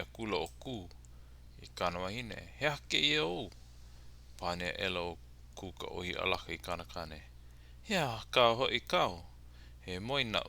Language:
Hawaiian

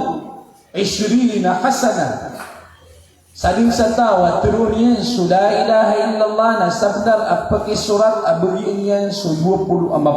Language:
Maranao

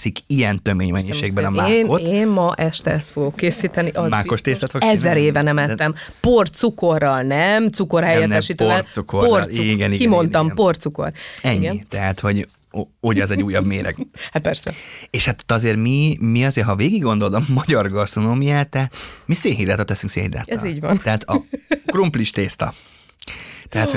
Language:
Hungarian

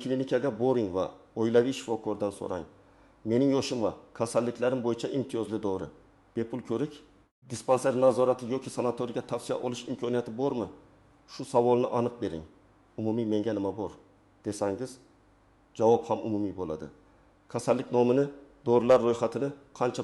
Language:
Uzbek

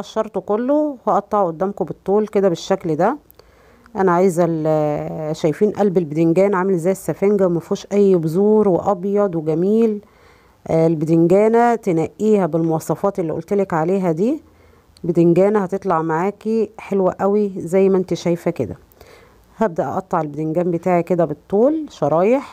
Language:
Egyptian Arabic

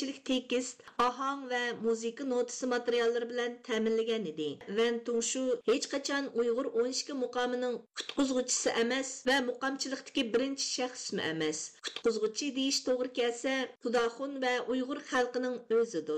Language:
Uyghur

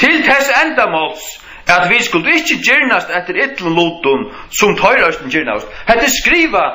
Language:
Faroese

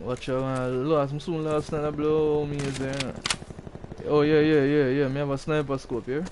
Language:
Jamaican Creole English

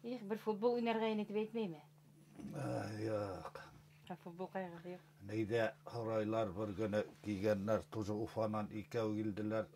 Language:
Bashkir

